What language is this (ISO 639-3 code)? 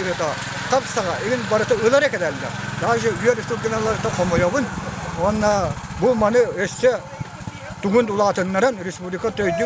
sah